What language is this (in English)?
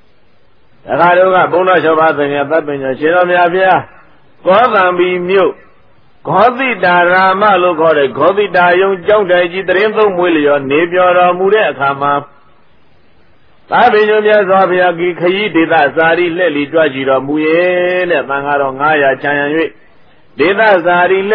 Burmese